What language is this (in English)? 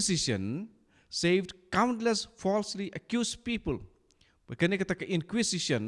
Khasi